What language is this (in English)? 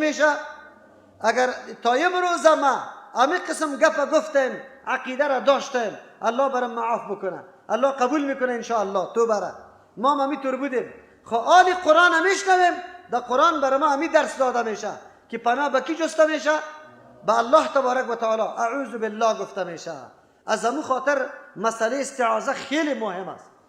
Persian